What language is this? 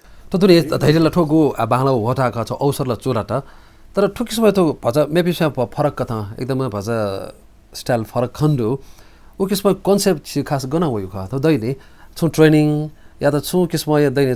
Newari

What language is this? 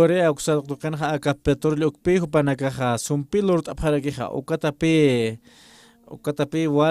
Aymara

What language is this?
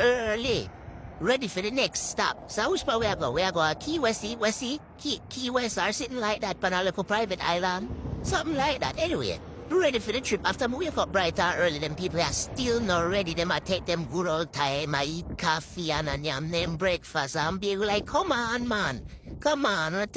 Jamaican Creole English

